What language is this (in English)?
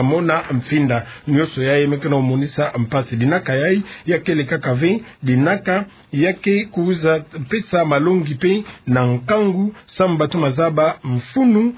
Kituba (Democratic Republic of Congo)